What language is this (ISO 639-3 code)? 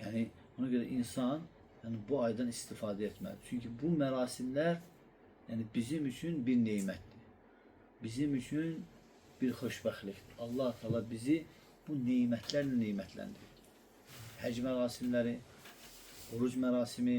aze